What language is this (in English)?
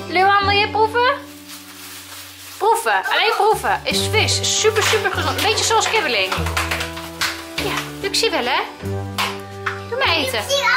Dutch